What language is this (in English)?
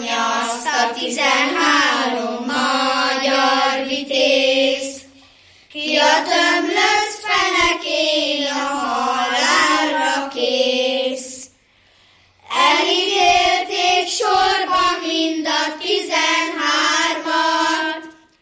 Hungarian